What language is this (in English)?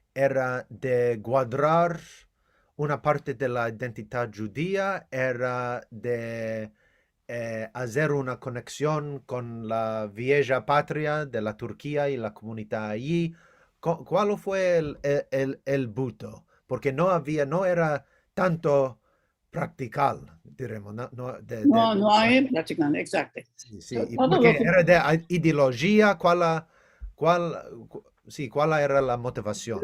Ladino